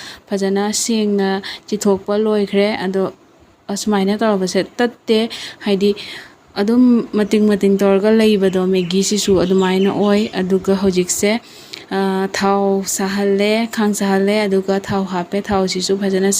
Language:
Manipuri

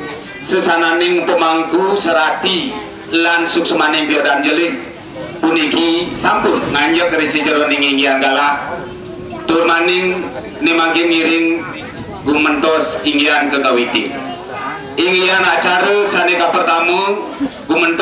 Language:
Balinese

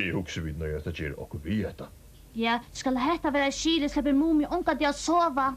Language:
Faroese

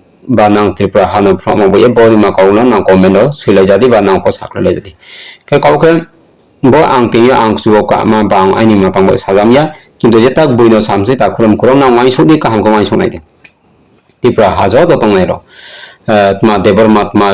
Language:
Riang (India)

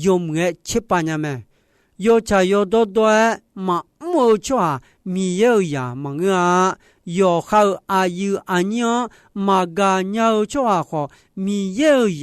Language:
Akha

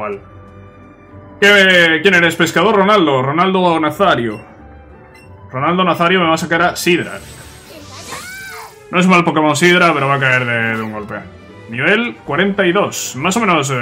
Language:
Spanish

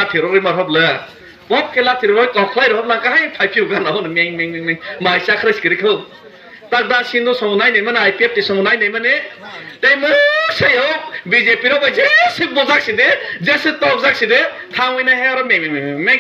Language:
Kok Borok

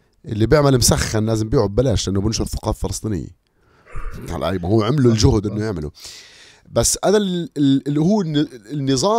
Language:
North Levantine Arabic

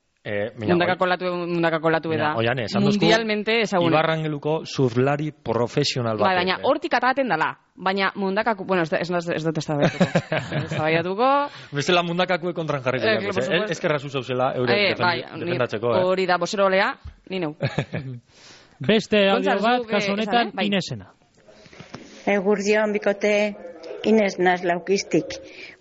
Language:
Basque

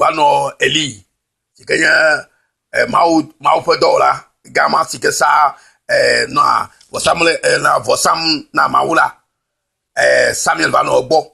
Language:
Ewe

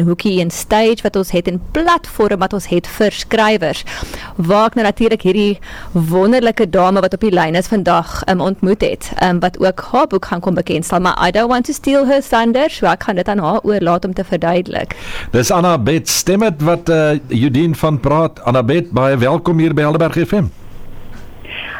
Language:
Afrikaans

